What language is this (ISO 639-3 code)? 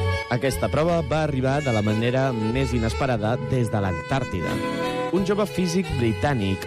cat